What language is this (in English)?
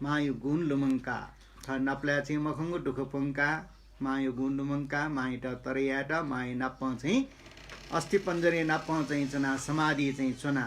Newari